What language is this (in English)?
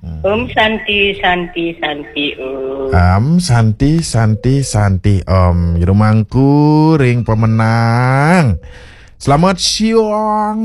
Balinese